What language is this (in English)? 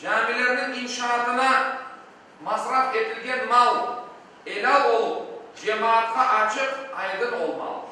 Crimean Tatar